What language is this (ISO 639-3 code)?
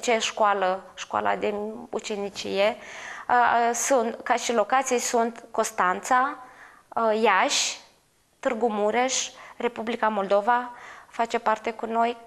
ron